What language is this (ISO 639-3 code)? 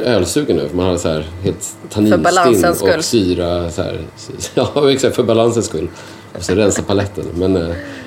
swe